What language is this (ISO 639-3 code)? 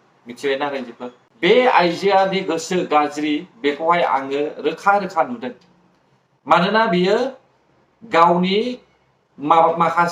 brx